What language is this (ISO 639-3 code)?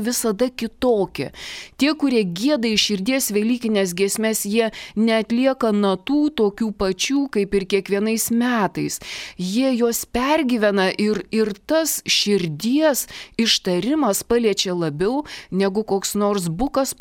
lit